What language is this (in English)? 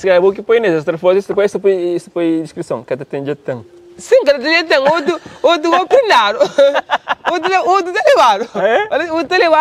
Kabuverdianu